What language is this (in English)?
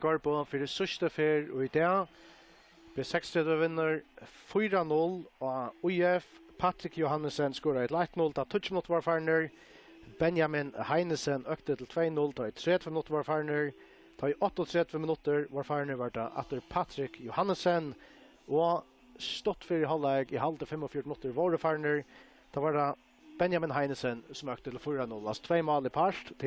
Faroese